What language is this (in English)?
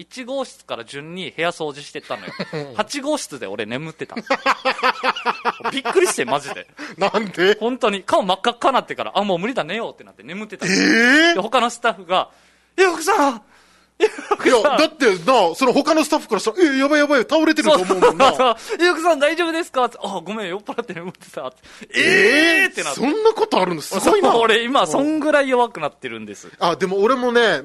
Japanese